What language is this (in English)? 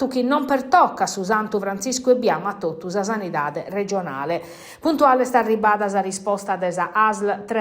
Sardinian